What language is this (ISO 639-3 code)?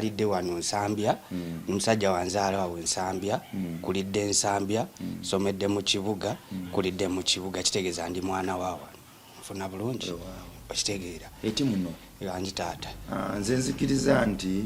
lug